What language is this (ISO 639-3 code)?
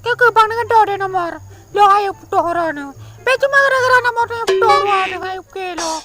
ace